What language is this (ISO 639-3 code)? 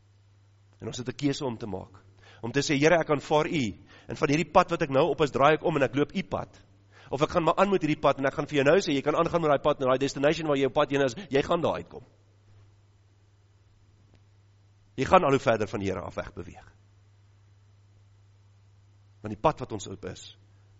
afr